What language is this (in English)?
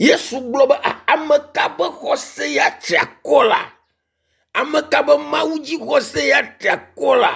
Ewe